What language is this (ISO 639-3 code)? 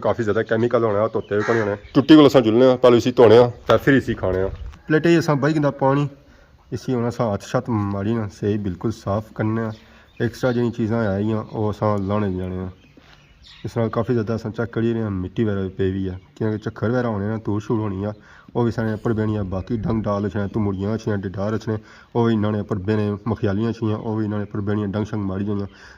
phr